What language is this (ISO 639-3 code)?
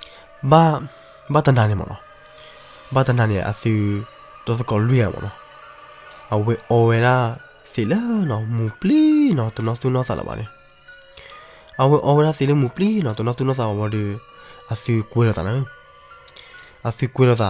ksw